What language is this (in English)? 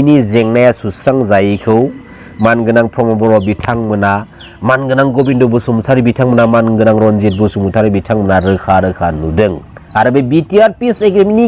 Bodo